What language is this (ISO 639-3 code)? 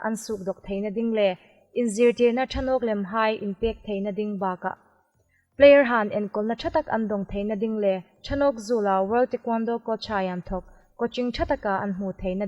hmr